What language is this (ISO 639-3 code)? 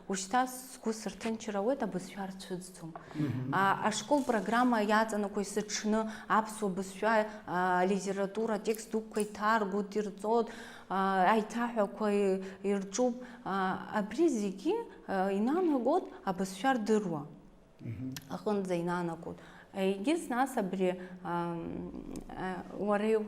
abk